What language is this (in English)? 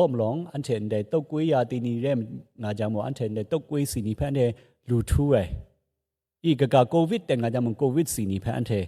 Kachin